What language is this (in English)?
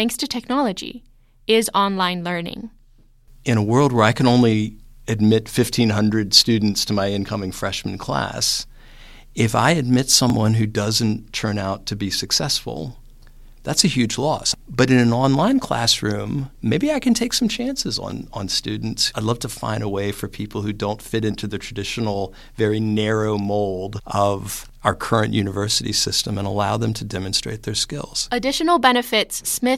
English